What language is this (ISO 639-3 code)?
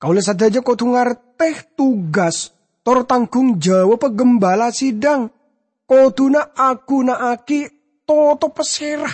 mad